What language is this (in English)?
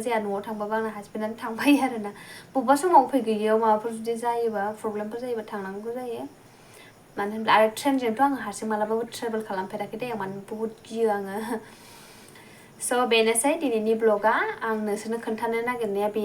Bodo